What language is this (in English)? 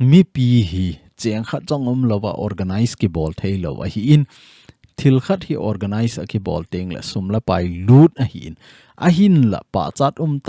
Thado Chin